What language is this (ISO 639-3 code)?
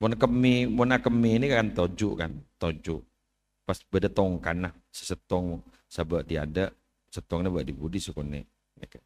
mad